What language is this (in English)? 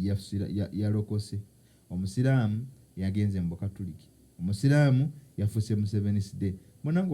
Ganda